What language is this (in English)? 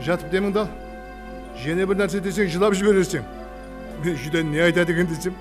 Kara-Kalpak